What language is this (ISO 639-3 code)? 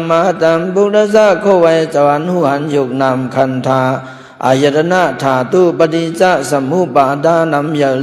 shn